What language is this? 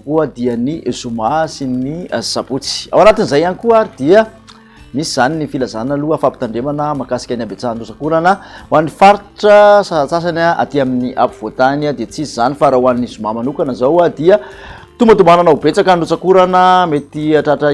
Malagasy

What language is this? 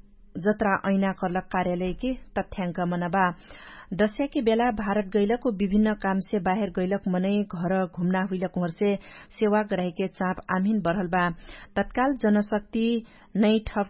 Dangaura Tharu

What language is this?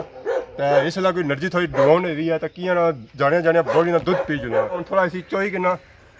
Pahari-Potwari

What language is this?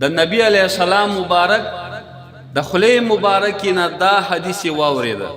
Pashto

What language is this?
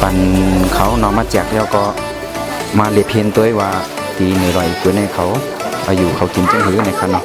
Shan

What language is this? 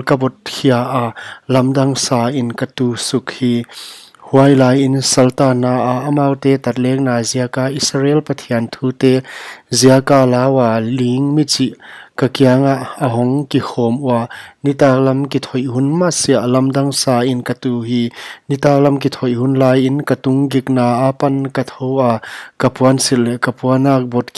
Paite Chin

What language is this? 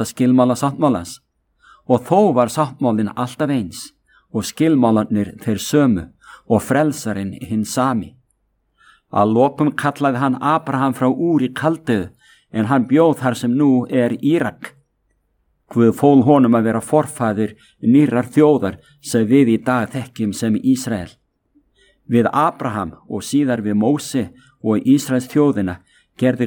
Icelandic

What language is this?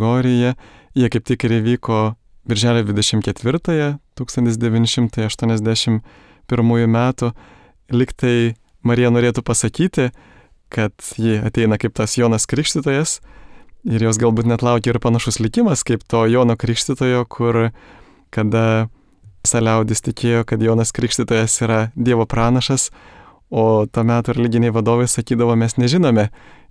Lithuanian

